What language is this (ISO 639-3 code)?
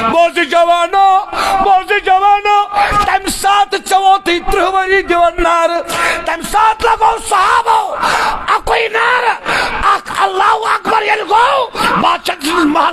kas